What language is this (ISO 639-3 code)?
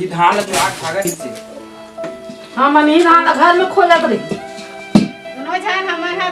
hne